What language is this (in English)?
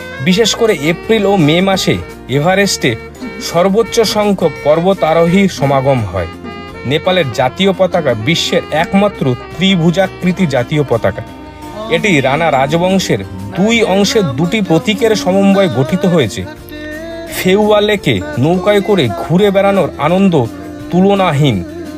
Bangla